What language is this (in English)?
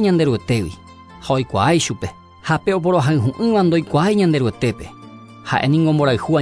Guarani